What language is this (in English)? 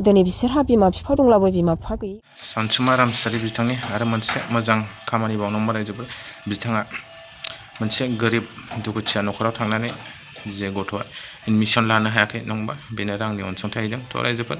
Bodo